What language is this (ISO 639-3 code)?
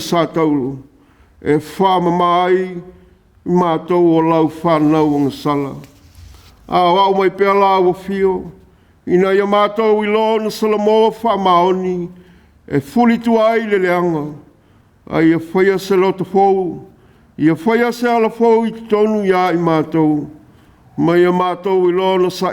smo